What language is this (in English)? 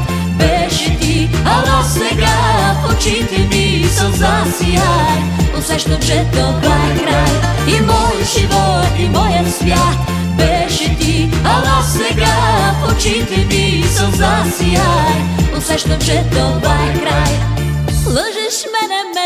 Bulgarian